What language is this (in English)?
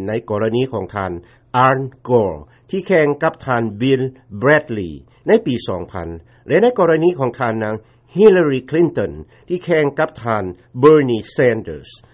Lao